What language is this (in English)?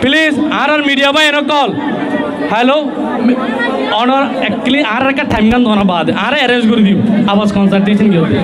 Rohingya